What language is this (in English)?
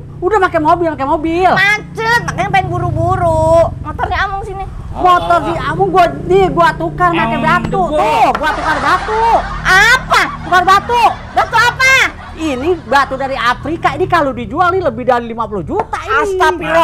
Betawi